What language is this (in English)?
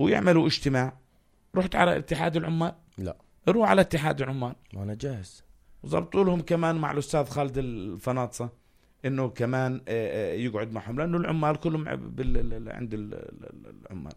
North Levantine Arabic